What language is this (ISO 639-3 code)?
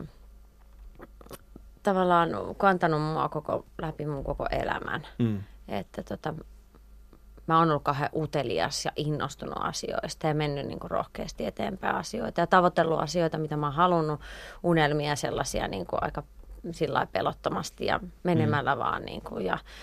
fin